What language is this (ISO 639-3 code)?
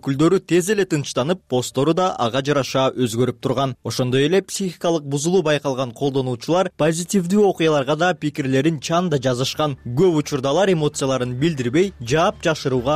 kir